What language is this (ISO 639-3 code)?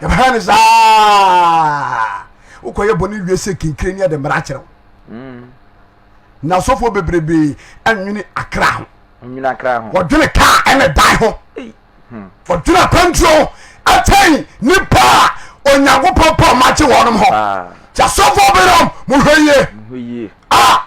aka